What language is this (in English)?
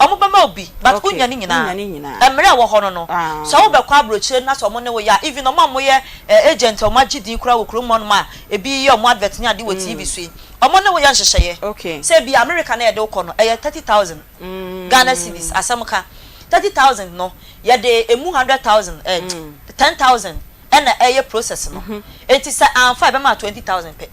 Akan